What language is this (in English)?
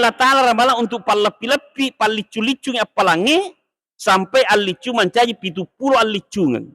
Buginese